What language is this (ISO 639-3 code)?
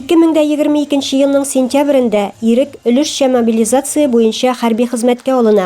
tat